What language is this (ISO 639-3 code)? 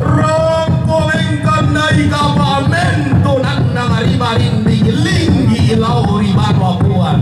sda